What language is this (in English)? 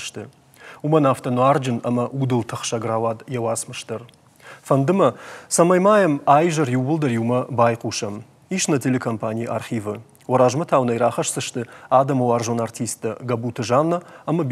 Ossetic